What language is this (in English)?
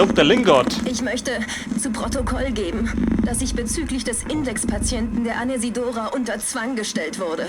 Bavarian